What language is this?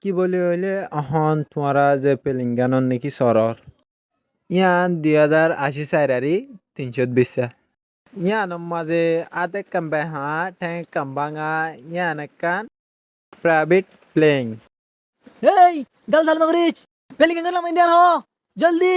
Rohingya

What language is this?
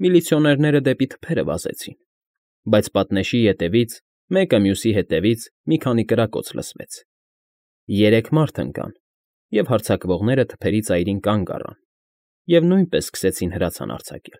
Armenian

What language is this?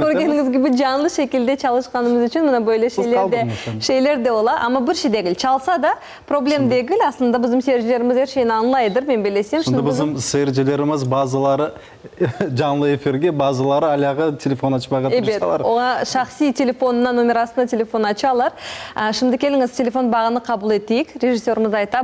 Crimean Tatar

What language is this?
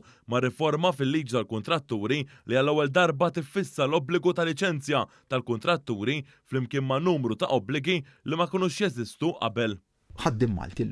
Maltese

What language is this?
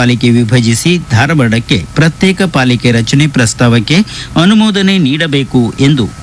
Kannada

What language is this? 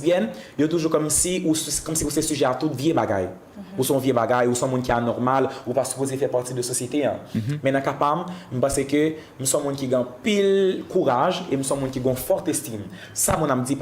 Haitian Creole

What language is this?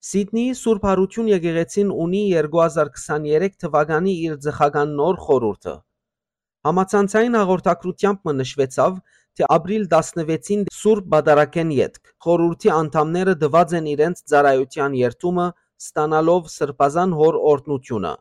Western Armenian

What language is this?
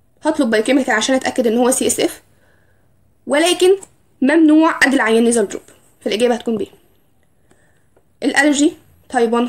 Egyptian Arabic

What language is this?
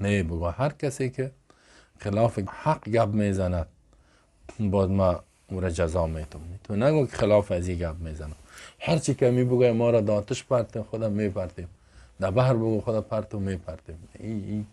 Persian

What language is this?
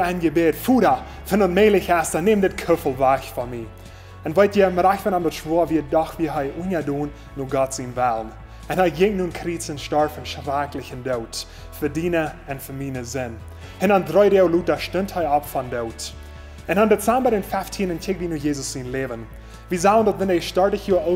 Plautdietsch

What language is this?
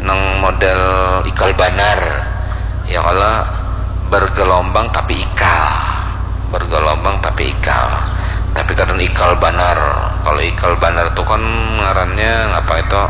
Banjar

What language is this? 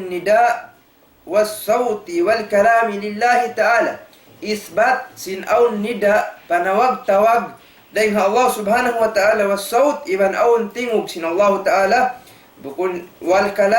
Tausug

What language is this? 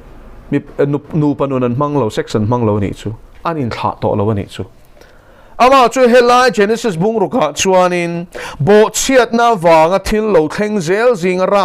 Mizo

